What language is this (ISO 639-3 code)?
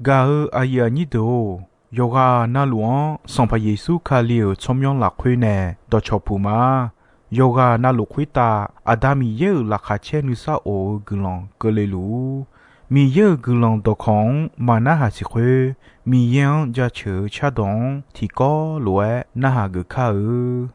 ahk